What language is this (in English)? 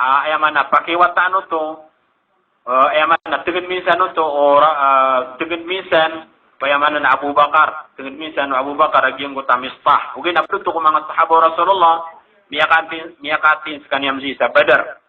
Maranao